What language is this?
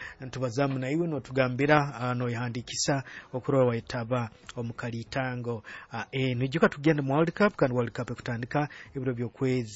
Nyoro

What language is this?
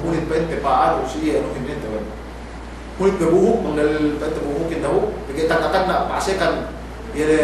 Yakan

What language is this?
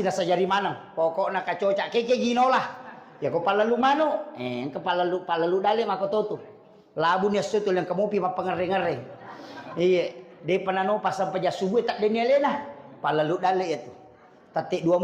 Buginese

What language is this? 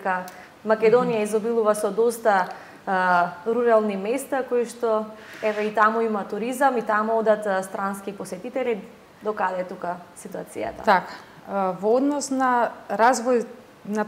Macedonian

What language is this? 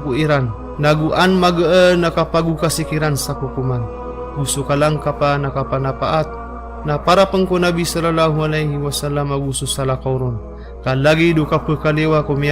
Maranao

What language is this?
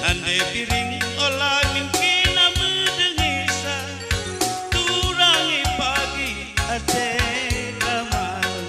Batak Karo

